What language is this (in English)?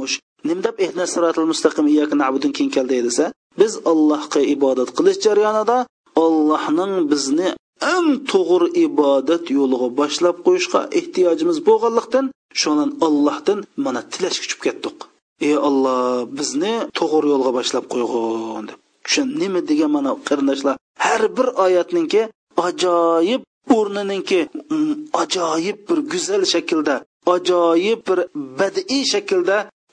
Uyghur